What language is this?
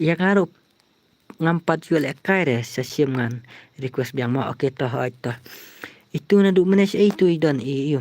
Khasi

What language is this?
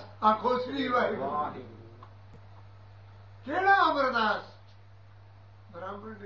Punjabi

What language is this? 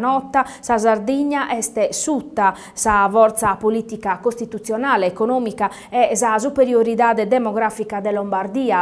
Sardinian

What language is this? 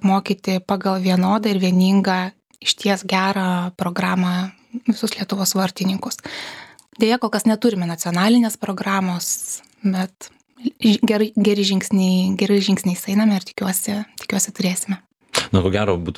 Lithuanian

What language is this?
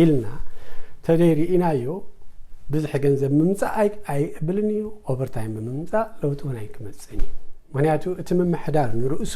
Tigrinya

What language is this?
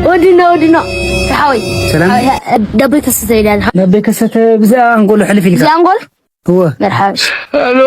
Tigrinya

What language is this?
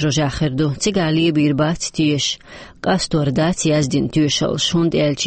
Chechen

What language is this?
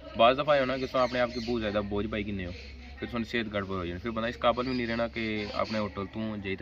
Pahari-Potwari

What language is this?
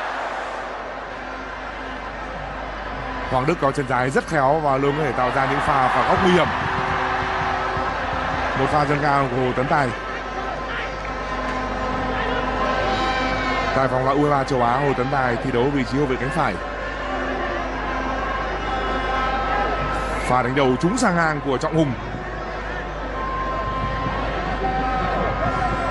Vietnamese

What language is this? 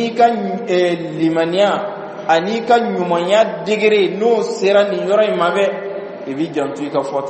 Bambara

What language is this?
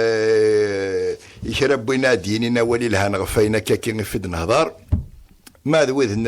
Kabyle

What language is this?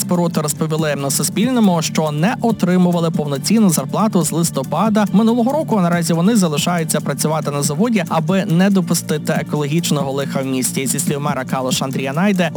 Ukrainian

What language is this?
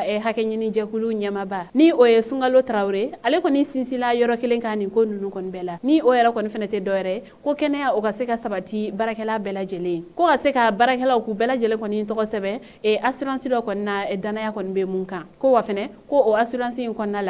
Bambara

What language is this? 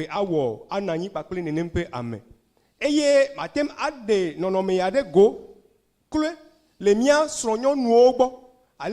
Ewe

